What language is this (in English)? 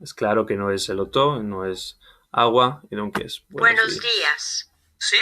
Ladino